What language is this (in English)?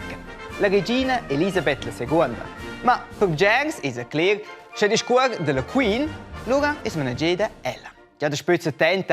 Romansh